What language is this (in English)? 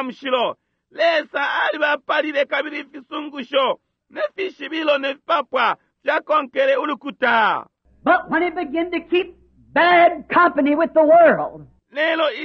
Bemba